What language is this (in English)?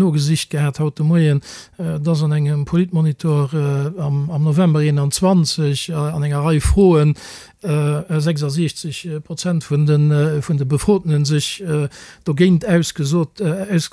Luxembourgish